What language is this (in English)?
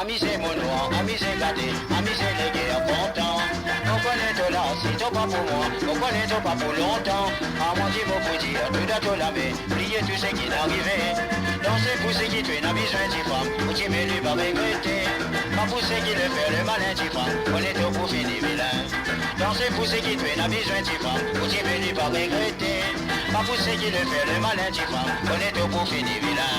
Morisyen